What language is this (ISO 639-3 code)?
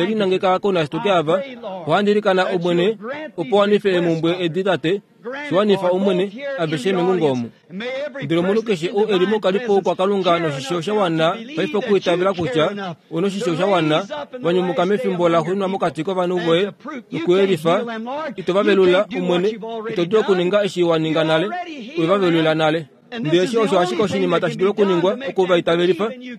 kua